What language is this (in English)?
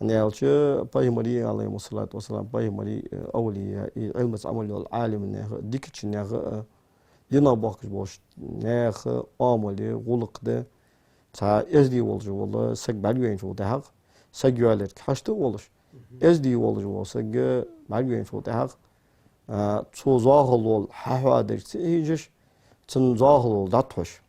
Ingush